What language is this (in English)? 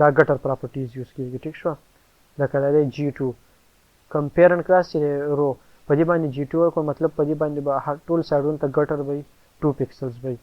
Pashto